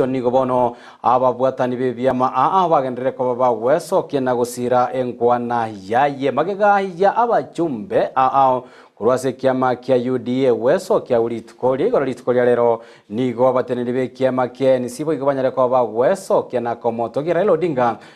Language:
Gusii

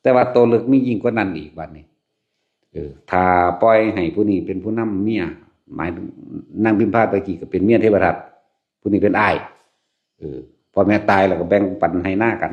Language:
Lao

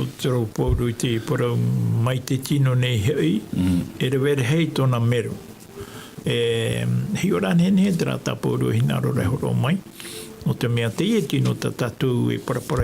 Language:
Tahitian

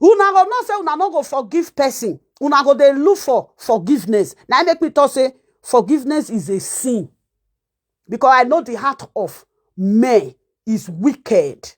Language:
Nigerian Pidgin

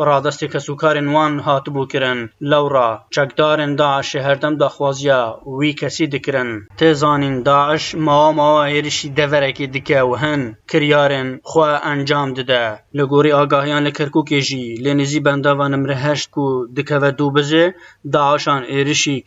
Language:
Kurdish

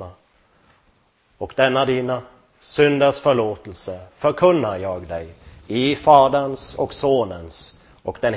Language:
Swedish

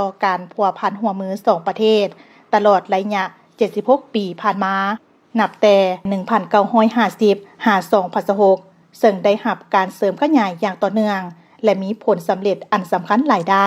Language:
Lao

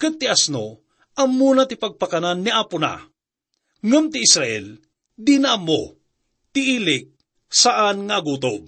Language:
Iloko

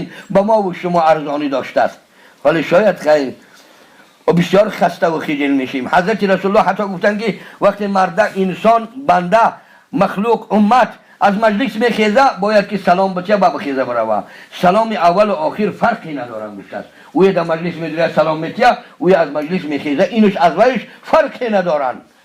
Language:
Tajik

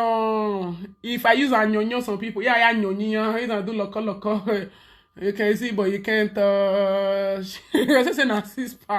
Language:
Nigerian Pidgin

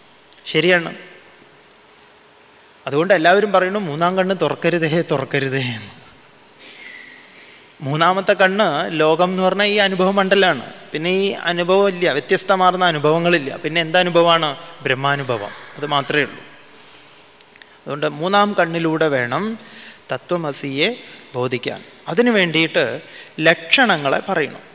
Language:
Malayalam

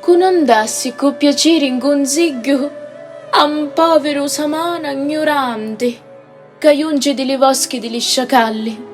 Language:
Sicilian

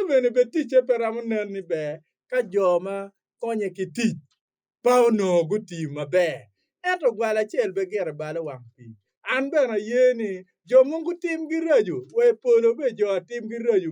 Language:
Acoli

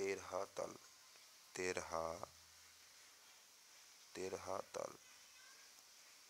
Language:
Bangla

